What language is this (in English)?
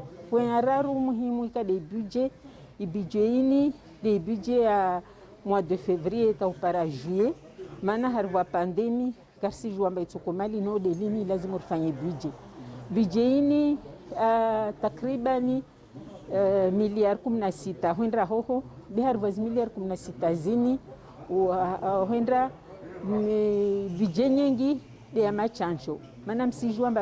Ngazidja Comorian